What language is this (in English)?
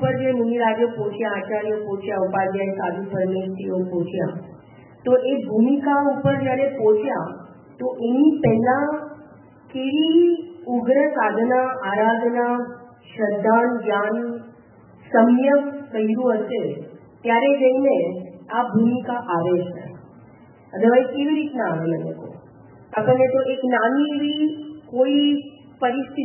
Gujarati